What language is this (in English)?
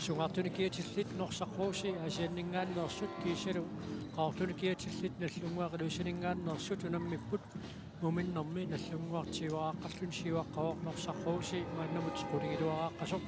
Kalaallisut